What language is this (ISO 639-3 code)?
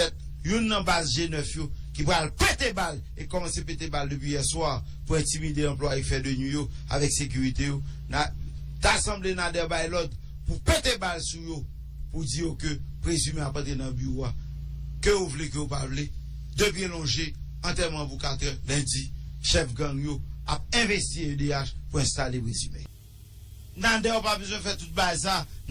hat